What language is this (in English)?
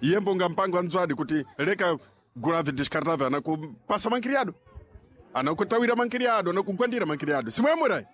Sena